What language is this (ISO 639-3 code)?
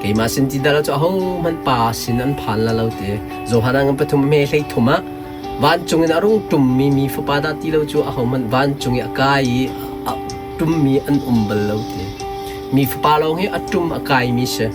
cnh